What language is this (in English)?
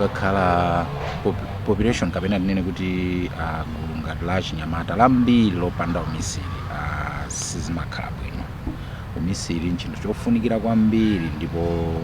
Nyanja